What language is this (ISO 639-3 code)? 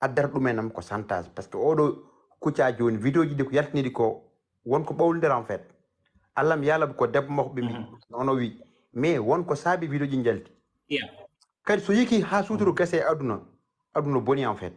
ful